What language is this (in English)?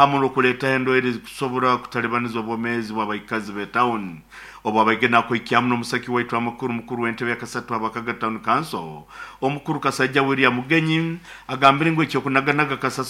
Nyoro